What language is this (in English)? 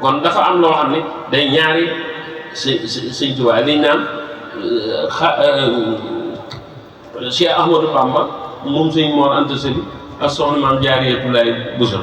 Wolof